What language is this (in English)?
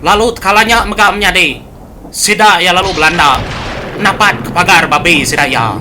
Iban